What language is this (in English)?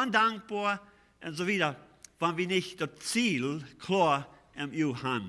Plautdietsch